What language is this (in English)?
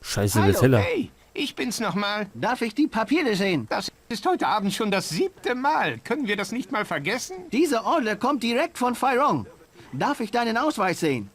Bavarian